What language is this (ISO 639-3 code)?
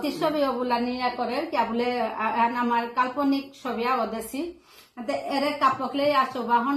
bpy